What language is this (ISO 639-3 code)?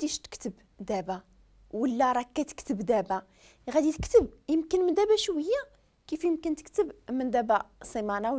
ary